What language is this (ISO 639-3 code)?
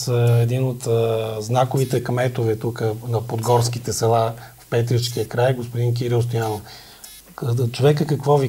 bul